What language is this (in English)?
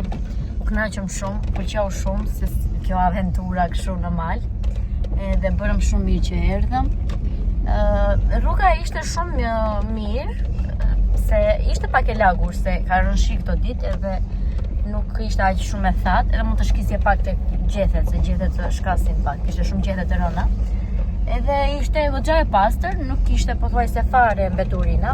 Albanian